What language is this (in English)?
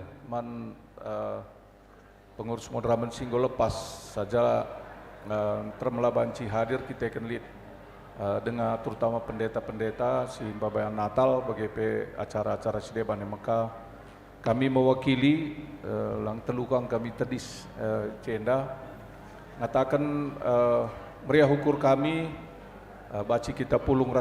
Batak Karo